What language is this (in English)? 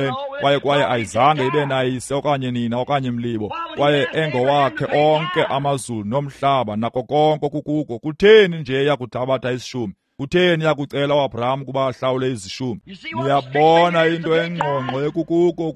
Xhosa